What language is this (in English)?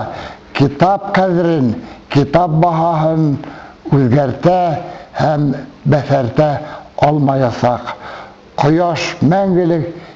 Bashkir